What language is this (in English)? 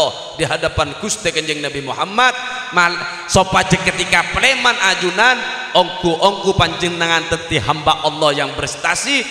Madurese